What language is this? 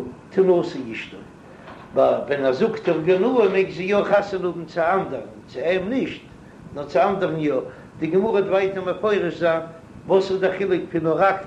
Yiddish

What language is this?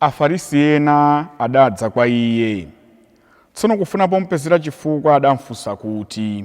Nyanja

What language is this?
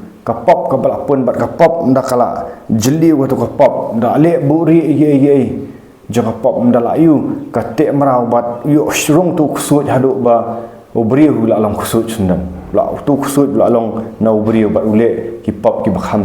Khasi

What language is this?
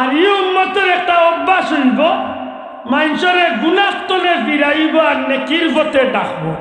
Sylheti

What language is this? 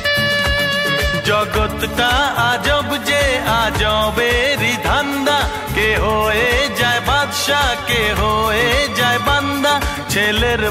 Bangla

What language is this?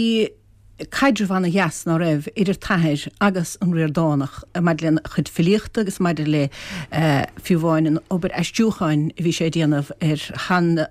Irish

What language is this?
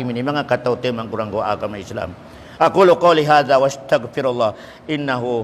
Tausug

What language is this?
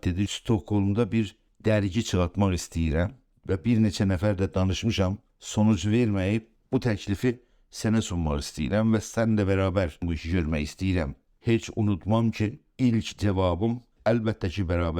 South Azerbaijani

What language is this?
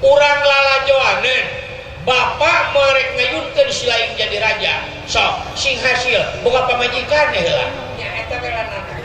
Sundanese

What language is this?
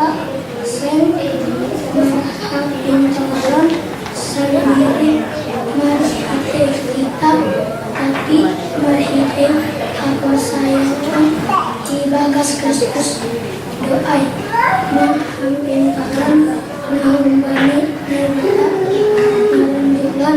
Batak Simalungun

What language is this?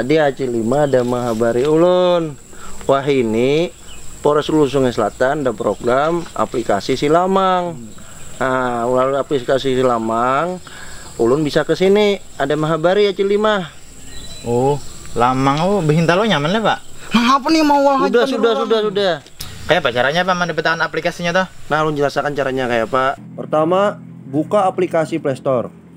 Banjar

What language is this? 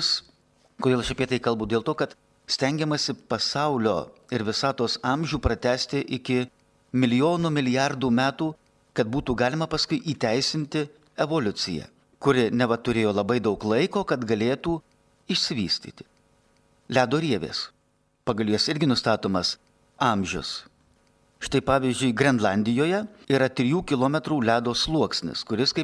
Lithuanian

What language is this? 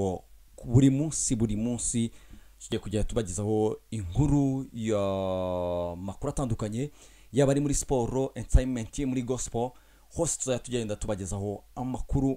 Kinyarwanda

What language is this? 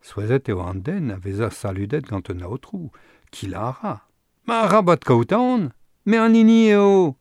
Breton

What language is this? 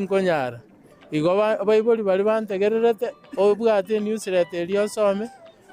Gusii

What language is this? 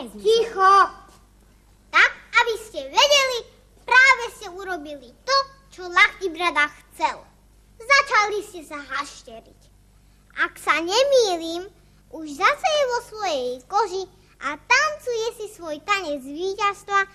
Slovak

